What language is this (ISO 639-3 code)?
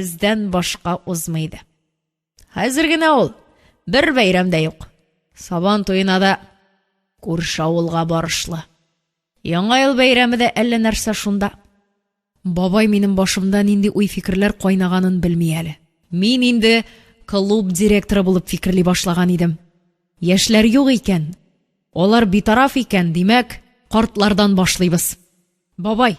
tat